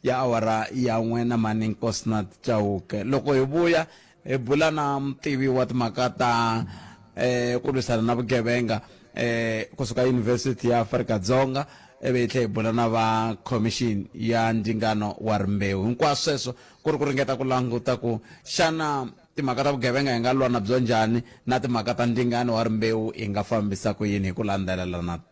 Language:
Tsonga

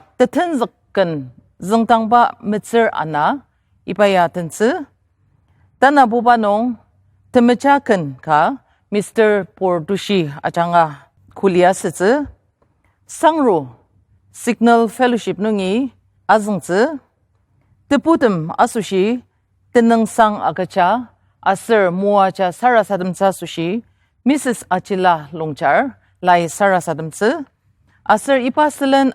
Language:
Ao Naga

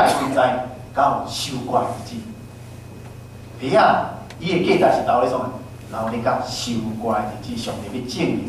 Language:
Min Nan Chinese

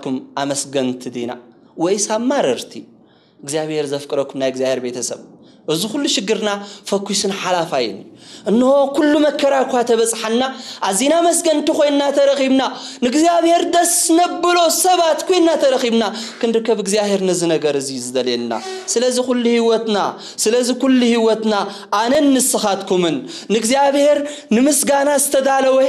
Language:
Tigrinya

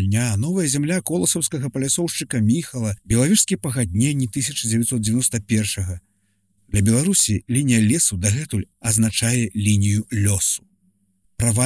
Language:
Belarusian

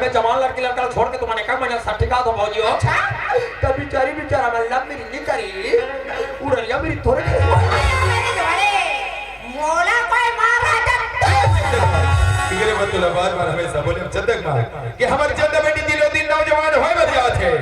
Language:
Chhattisgarhi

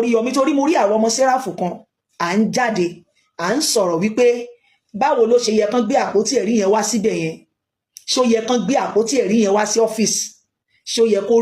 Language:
Yoruba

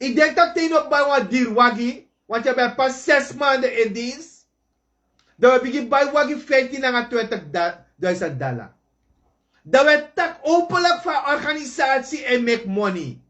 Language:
Sranan Tongo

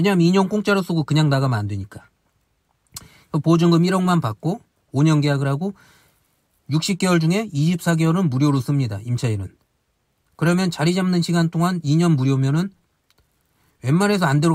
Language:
Korean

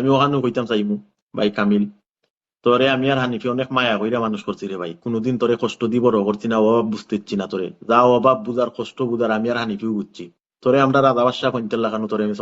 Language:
Sylheti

